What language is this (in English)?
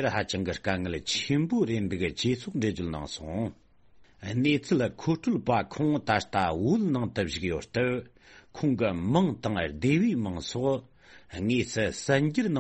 Tibetan